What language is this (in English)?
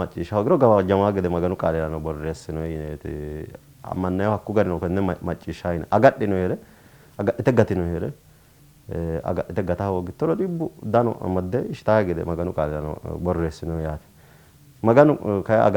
Sidamo